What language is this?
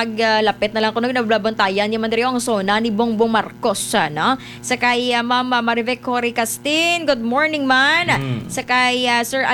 Hiligaynon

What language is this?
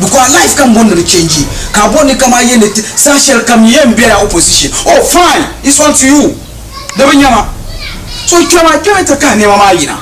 Dagbani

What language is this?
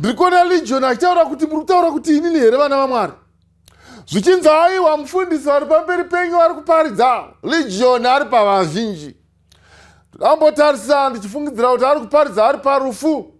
Shona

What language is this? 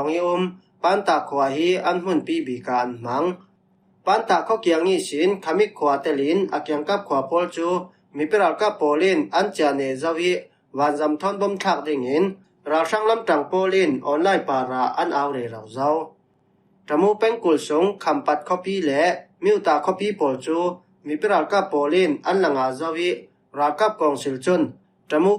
Falam Chin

